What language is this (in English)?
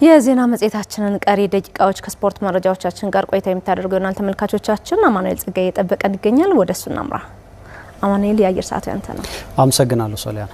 Amharic